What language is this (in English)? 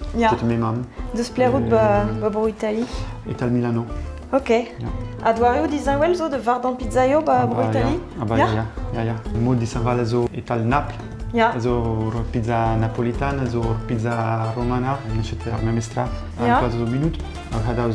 Breton